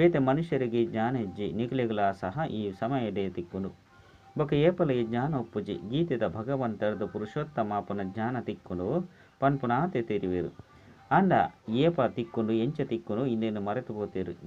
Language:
Tulu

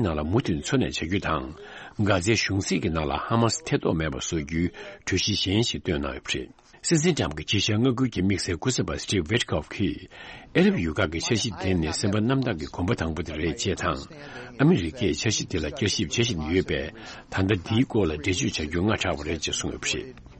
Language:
Tibetan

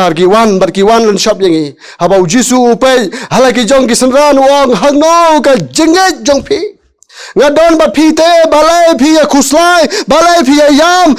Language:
Khasi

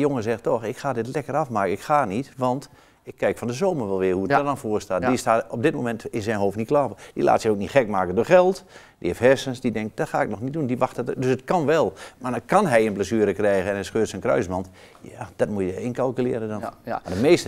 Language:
Dutch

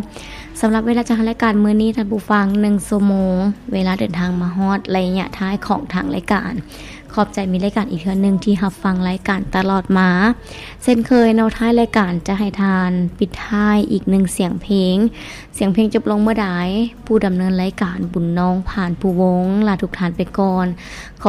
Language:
Lao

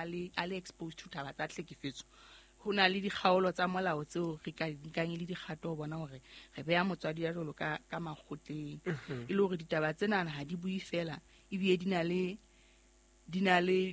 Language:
Southern Sotho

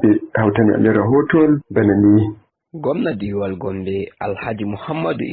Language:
Nigerian Fulfulde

